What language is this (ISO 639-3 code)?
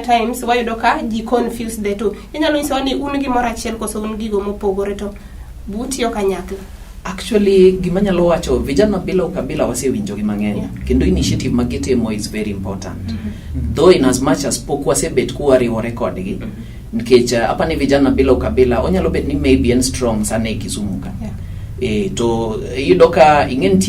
luo